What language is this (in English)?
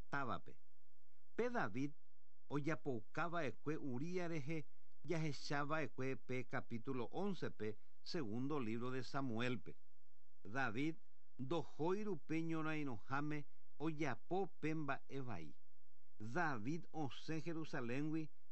Guarani